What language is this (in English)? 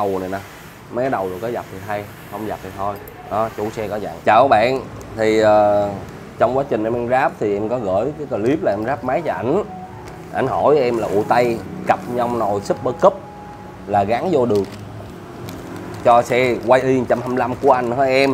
Vietnamese